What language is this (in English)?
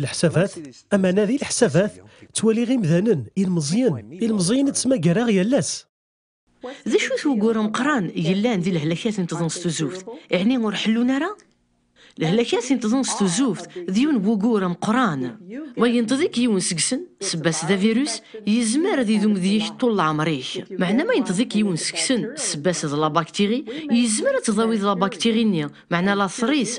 Kabyle